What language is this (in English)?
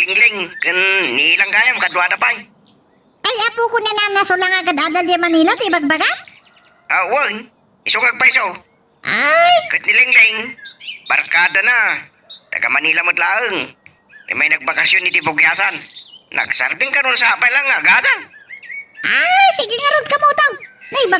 Iloko